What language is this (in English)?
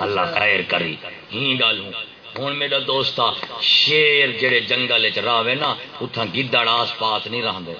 Saraiki